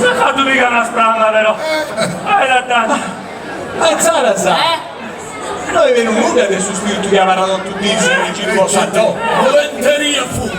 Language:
Sardinian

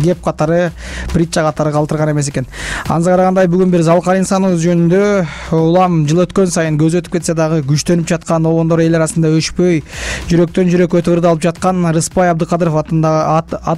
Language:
Kyrgyz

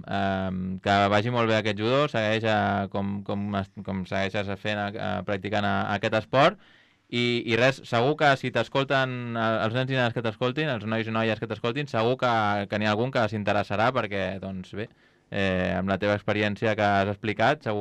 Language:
Catalan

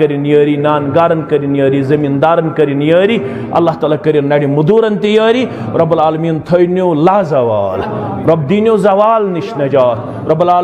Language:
Kashmiri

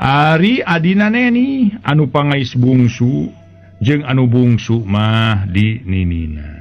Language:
Sundanese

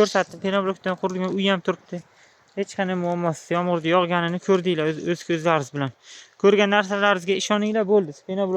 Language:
Uzbek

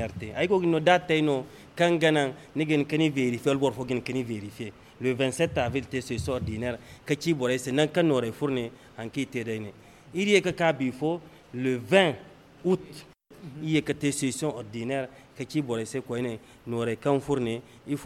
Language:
Zarma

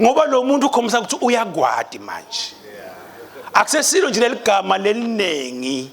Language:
Swati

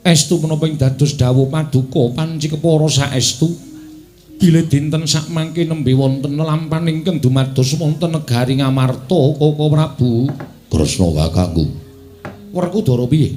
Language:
Javanese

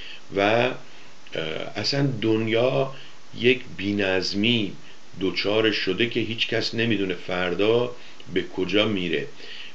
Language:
Persian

